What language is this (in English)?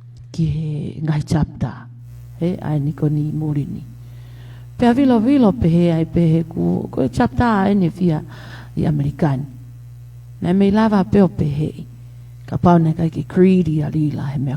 Tongan